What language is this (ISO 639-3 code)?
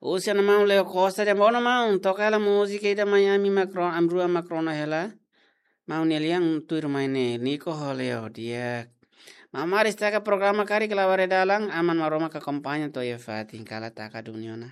tet